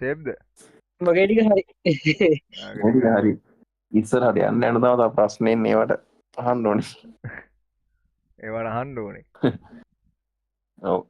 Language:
Sinhala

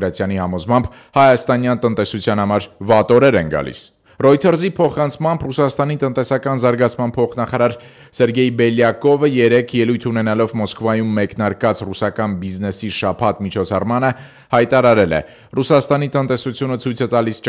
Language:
Armenian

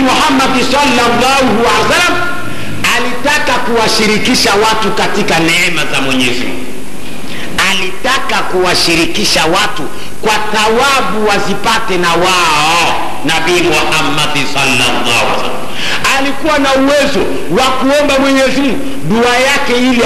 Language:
Swahili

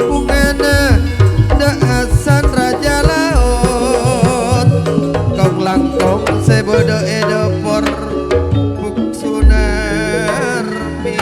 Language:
Madurese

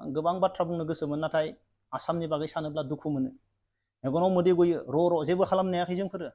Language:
Bodo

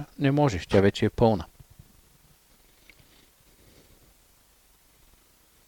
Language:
Bulgarian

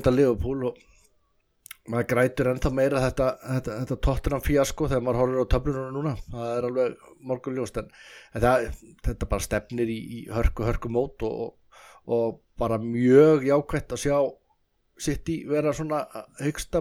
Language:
Icelandic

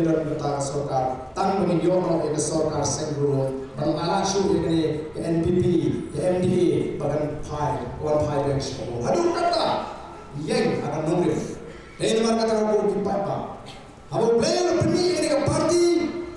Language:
Khasi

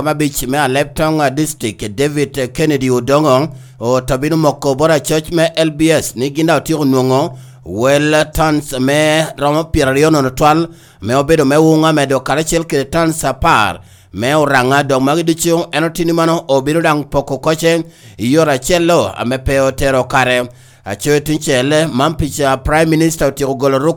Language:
Lango (Uganda)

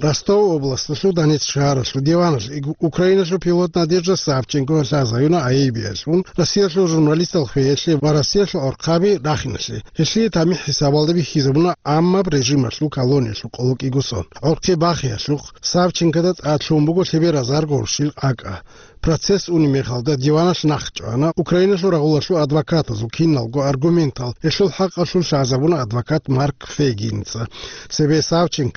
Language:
Avaric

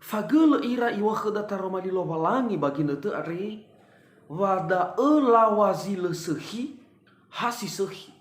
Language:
Nias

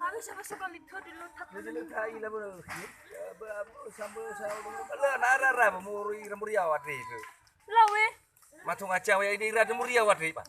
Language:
Nias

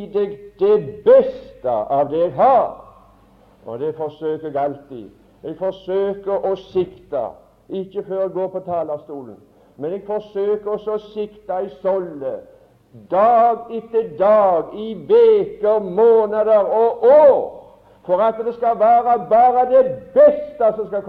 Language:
Norwegian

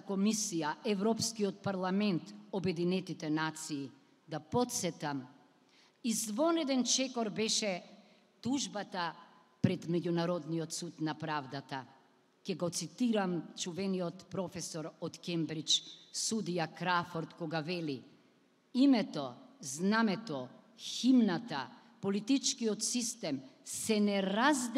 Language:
Macedonian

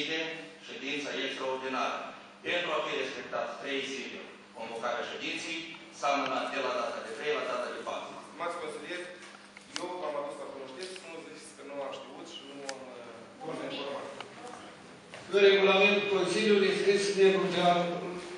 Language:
Romanian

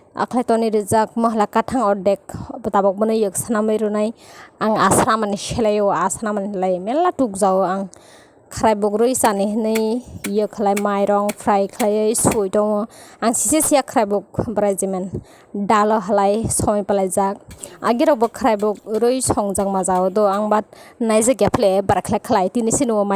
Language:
Kok Borok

